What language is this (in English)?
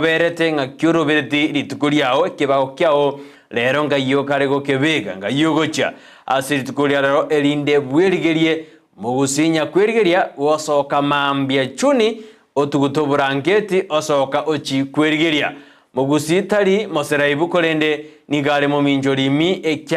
Gusii